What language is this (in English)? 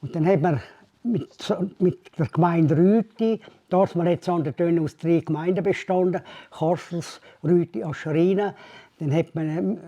Swiss German